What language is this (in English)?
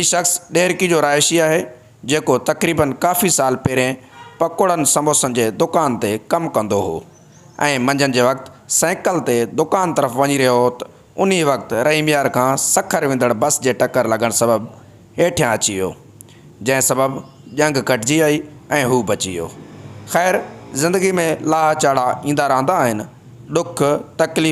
Sindhi